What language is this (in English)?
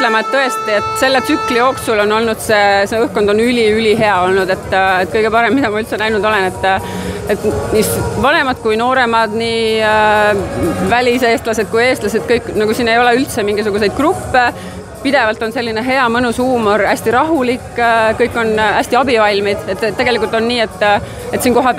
Estonian